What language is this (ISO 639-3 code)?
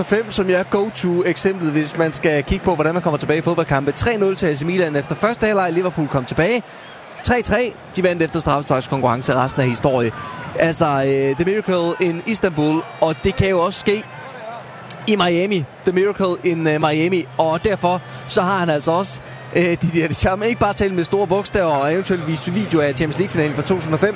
dan